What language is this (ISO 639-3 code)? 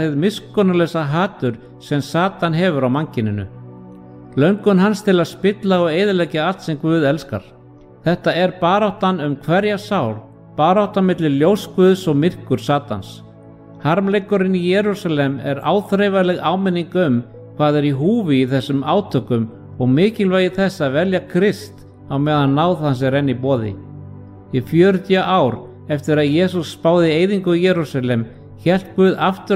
isl